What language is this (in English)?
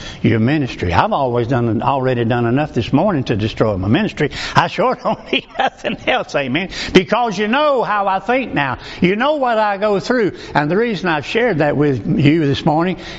English